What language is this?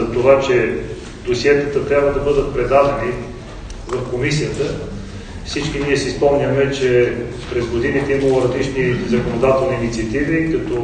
Bulgarian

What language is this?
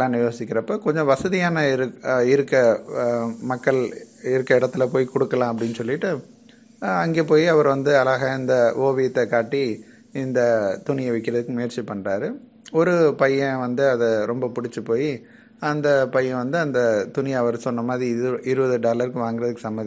Tamil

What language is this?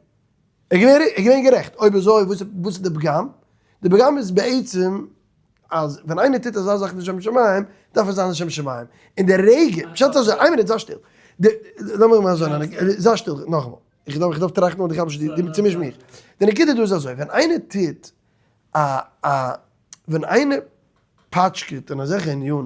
Yiddish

